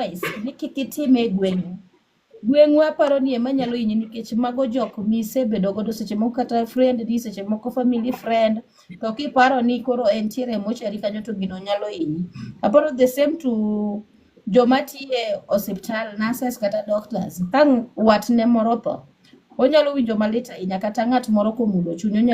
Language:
Luo (Kenya and Tanzania)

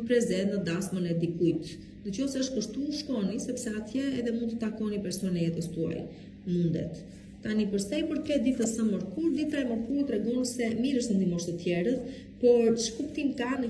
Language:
Albanian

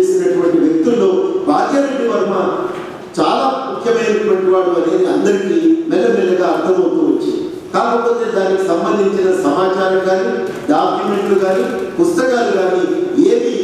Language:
Telugu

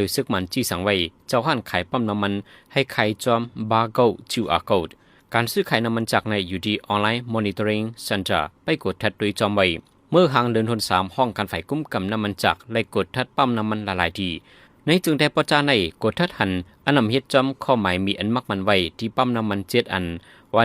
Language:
Shan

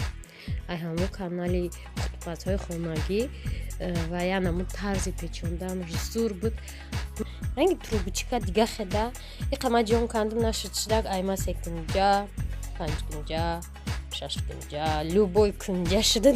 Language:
Tajik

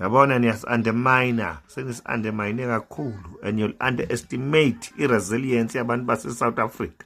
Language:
Zulu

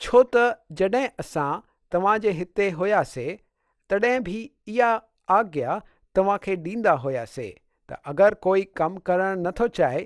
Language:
Sindhi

